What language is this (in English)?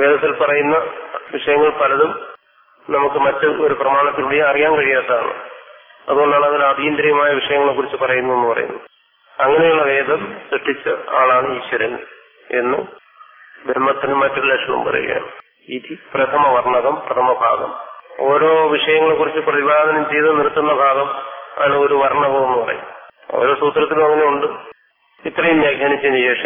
Malayalam